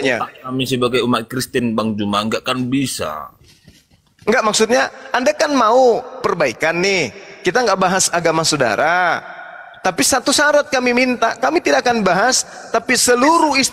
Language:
Indonesian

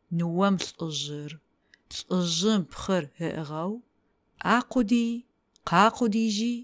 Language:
Adyghe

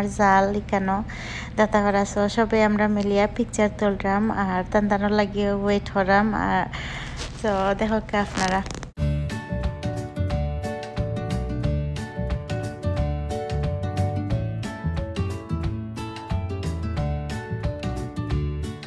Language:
Sylheti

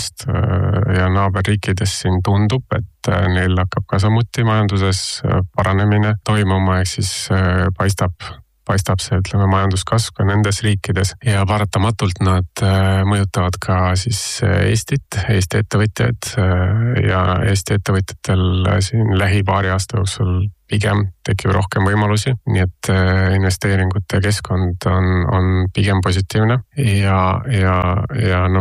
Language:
Estonian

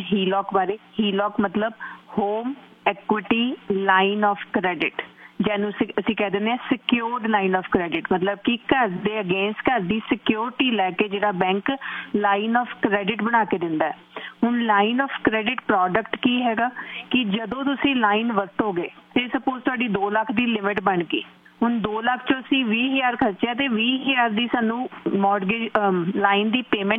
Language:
Punjabi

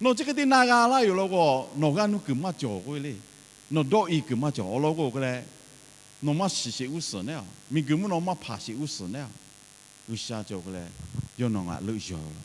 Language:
Lahu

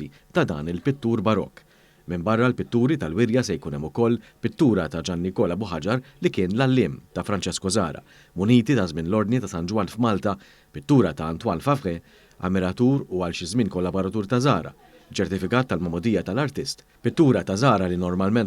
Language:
Maltese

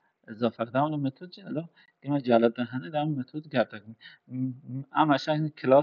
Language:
Kurdish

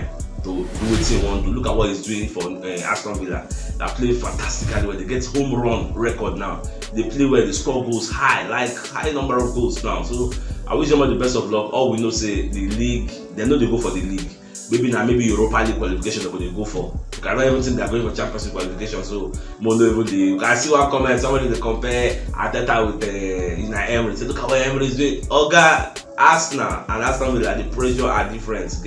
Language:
Nigerian Pidgin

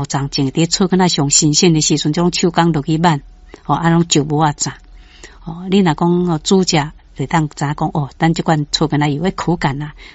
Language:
Min Nan Chinese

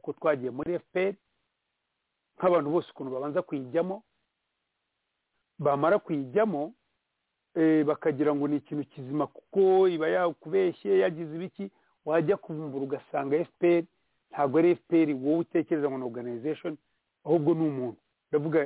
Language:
Kinyarwanda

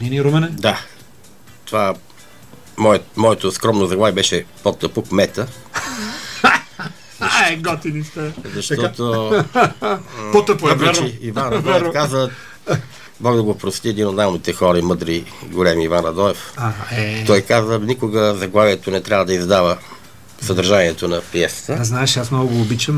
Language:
Bulgarian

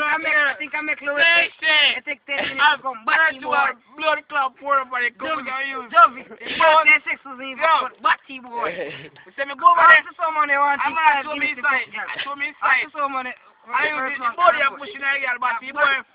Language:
Jamaican Creole English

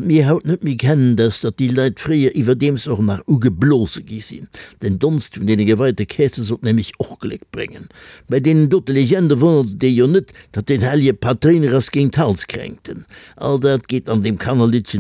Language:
Luxembourgish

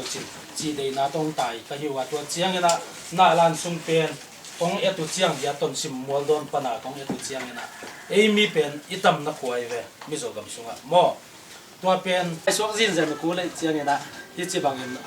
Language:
Tedim Chin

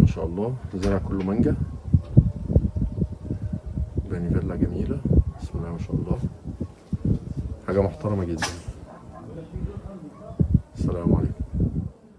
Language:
Egyptian Arabic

